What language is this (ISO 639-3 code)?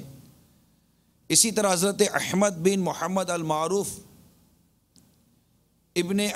urd